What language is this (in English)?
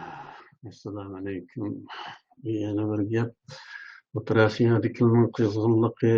Uyghur